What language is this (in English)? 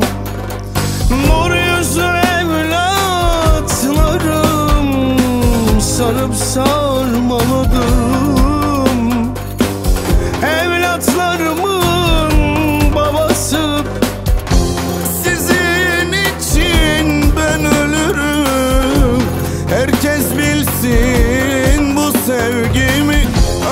Turkish